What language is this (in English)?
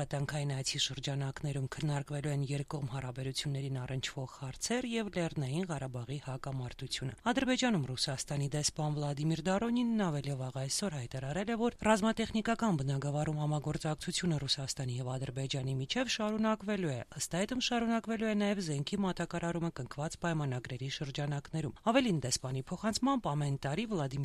Armenian